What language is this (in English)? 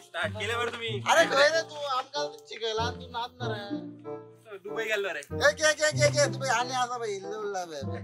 Konkani